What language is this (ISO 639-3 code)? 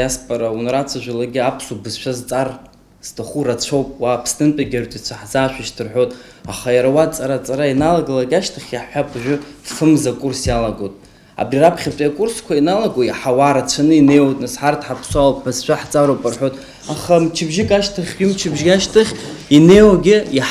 abk